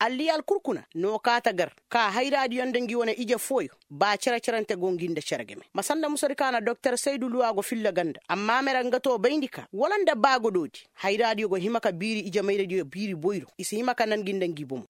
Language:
Koyraboro Senni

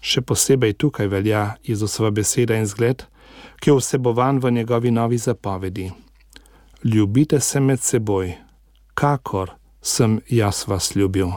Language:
Slovenian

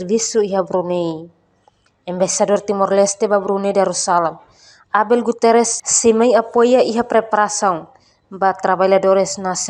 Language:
Tetum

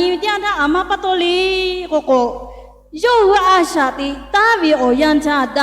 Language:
Lahu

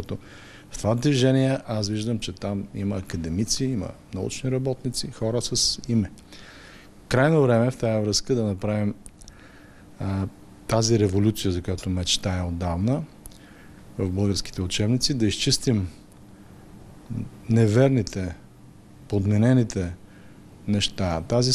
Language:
Bulgarian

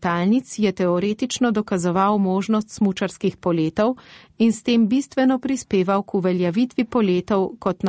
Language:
Slovenian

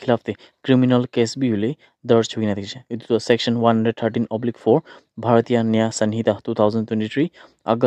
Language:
Naga Pidgin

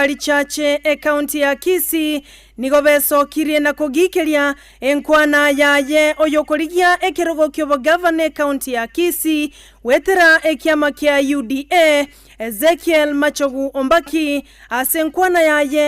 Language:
Gusii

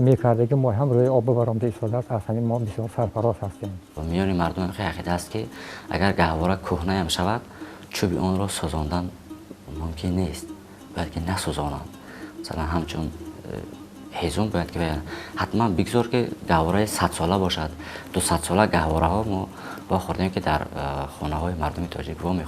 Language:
Tajik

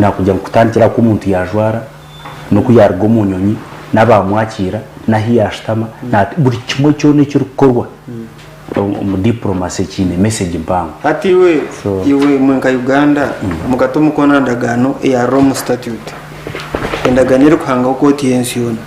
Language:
Nyankole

